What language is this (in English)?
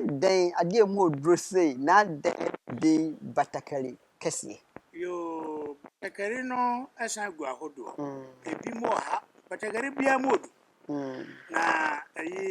Akan